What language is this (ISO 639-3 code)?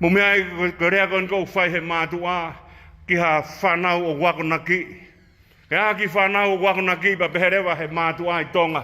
ton